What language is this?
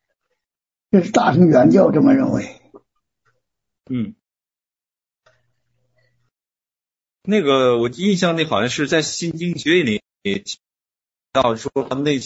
Chinese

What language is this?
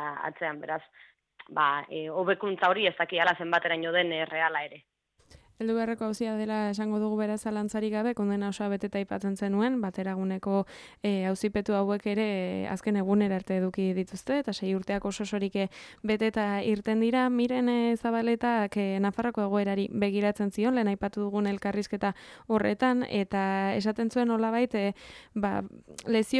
Basque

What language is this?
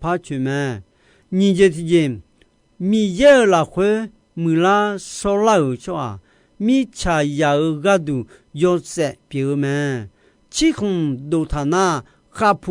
Akha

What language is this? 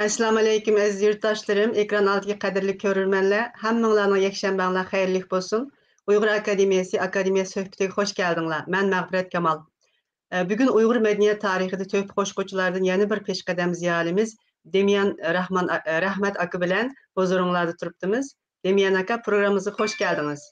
Uyghur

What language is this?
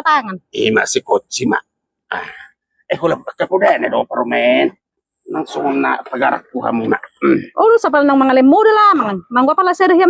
Batak Toba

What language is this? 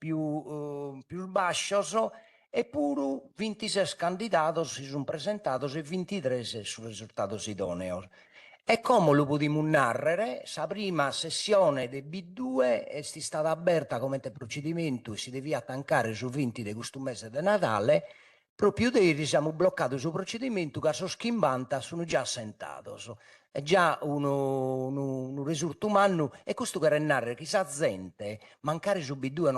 Sardinian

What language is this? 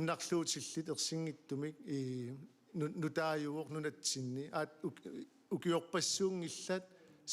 Kalaallisut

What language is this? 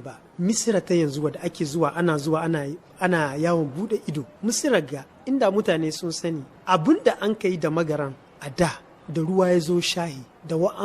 Hausa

